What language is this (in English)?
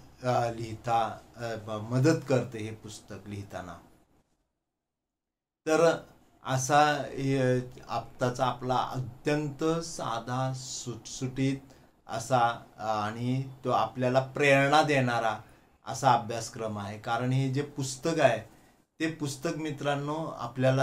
Marathi